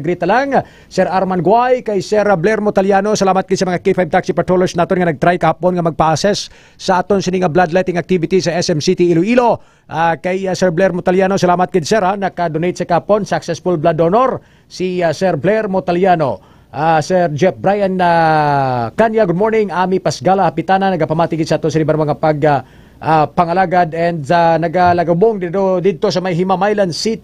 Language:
Hiligaynon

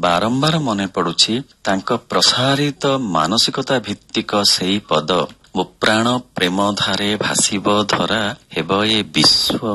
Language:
Odia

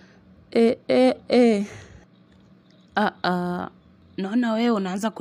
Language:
Swahili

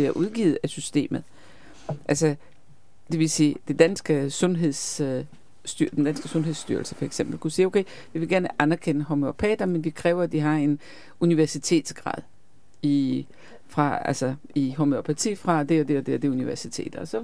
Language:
Danish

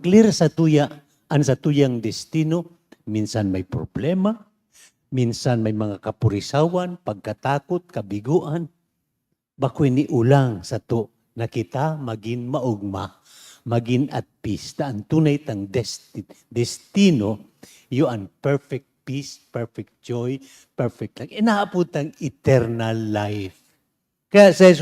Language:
Bikol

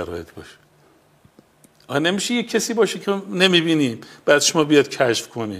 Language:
Persian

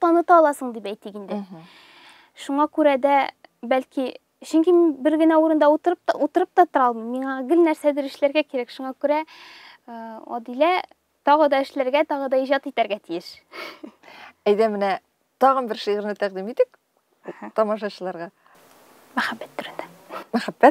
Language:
Tatar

